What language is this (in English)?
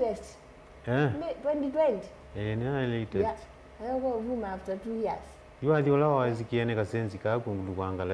Kamba